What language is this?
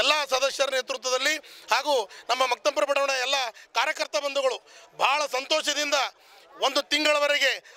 Kannada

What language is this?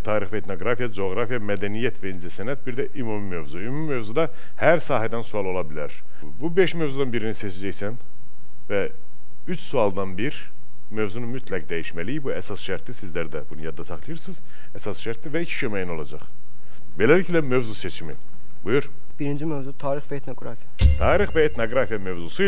Azerbaijani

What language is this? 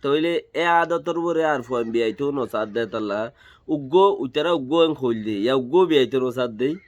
Rohingya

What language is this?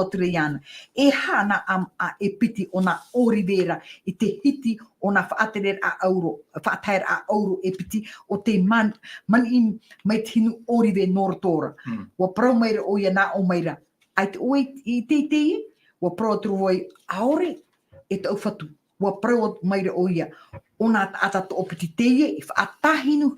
Tahitian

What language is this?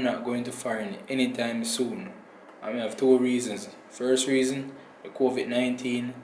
Jamaican Creole English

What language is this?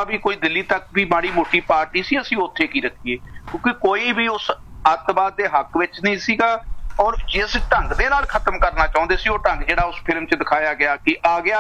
Punjabi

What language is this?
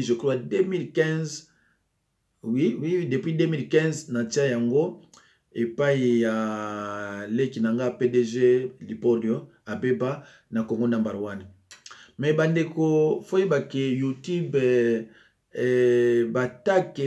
Lingala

